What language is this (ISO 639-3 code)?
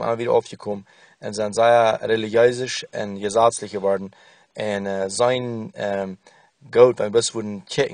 pdt